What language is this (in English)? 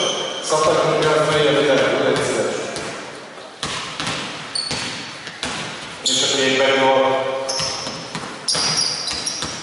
Hungarian